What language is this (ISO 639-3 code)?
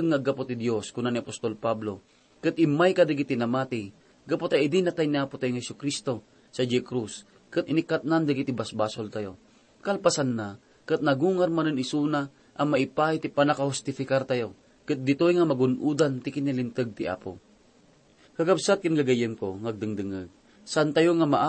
ilo